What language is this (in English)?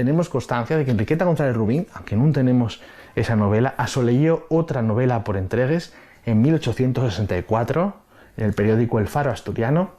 Asturian